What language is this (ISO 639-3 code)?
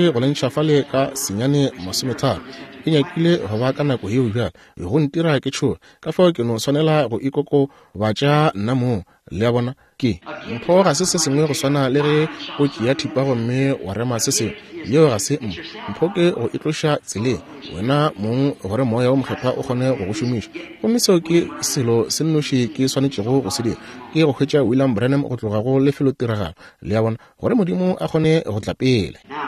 nso